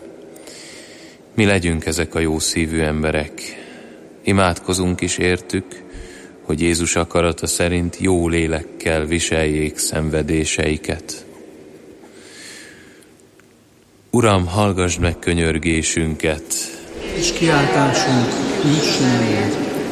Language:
Hungarian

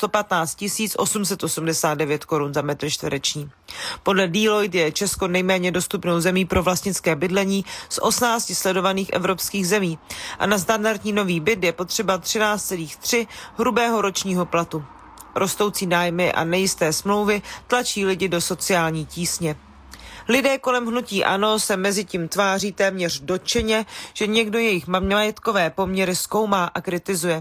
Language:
Czech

